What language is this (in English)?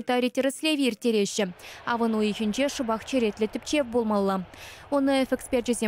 Chuvash